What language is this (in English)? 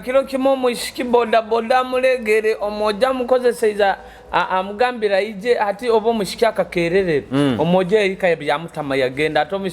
Nyoro